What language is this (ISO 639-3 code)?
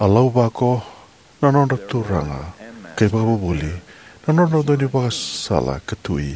fij